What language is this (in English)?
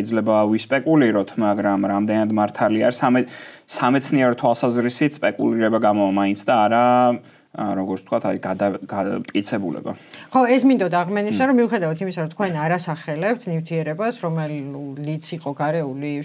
Georgian